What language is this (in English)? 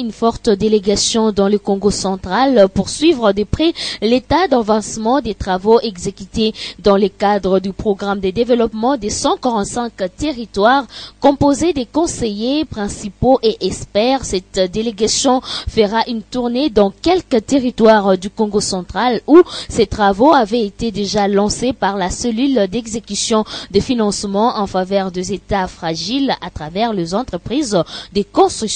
French